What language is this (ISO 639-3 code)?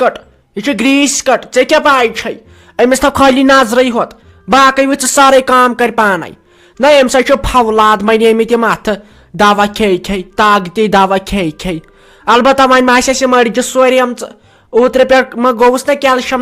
kas